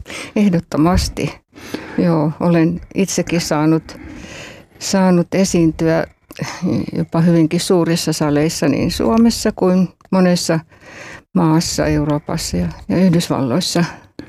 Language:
Finnish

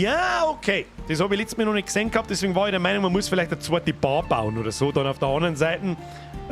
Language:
Bavarian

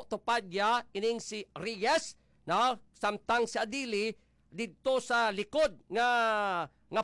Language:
Hiligaynon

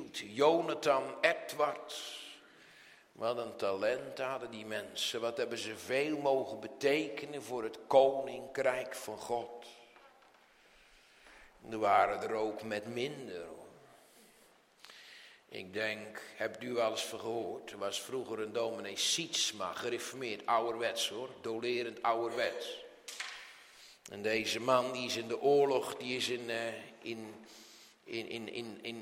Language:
Dutch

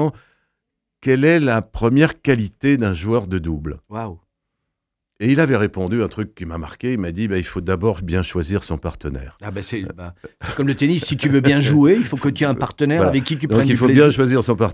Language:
French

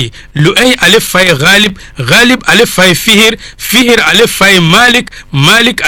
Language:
Bambara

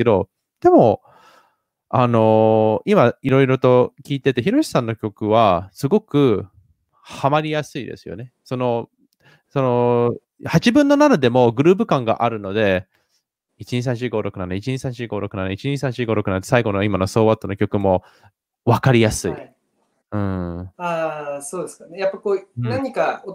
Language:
Japanese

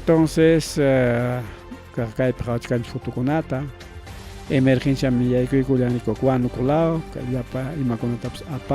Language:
Ayacucho Quechua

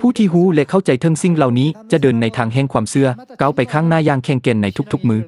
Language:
Lao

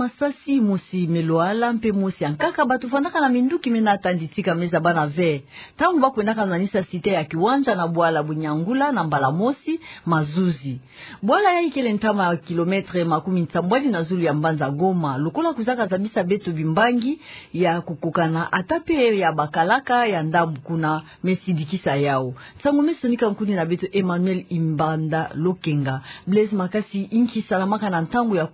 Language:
Kituba (Democratic Republic of Congo)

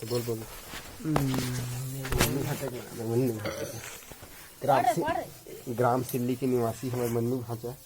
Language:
Chhattisgarhi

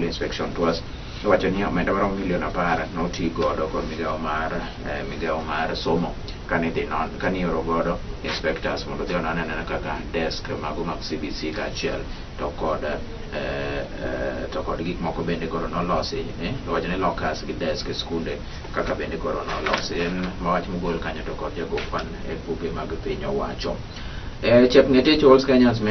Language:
Luo (Kenya and Tanzania)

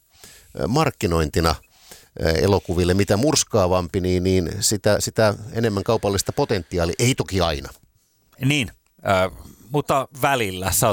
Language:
Finnish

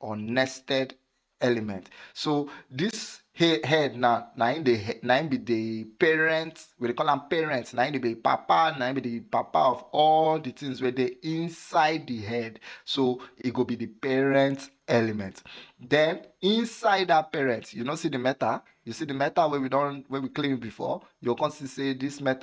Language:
Nigerian Pidgin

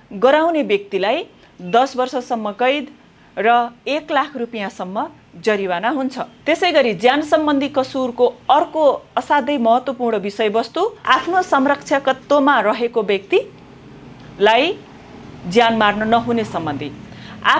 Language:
Nepali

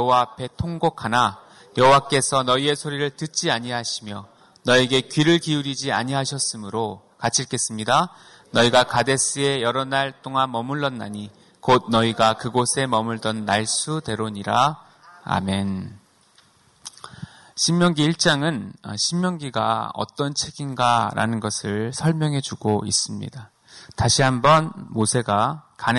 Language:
Korean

